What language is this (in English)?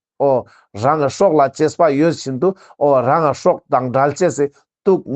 Ladakhi